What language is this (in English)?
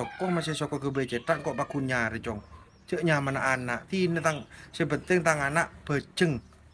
Madurese